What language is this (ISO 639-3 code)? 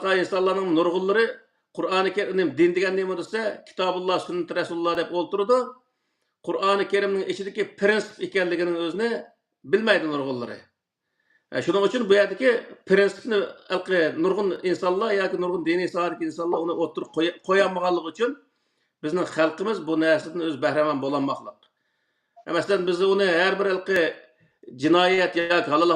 uig